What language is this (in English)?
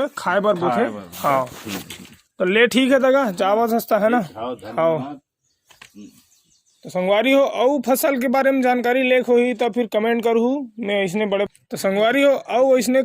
Chhattisgarhi